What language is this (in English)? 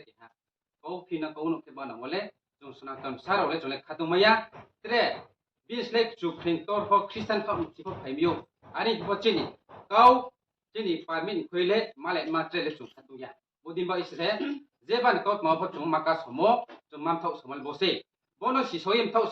Riang (India)